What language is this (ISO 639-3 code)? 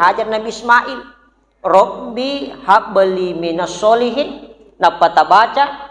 bug